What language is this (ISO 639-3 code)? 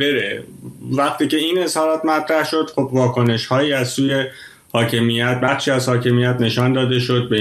fas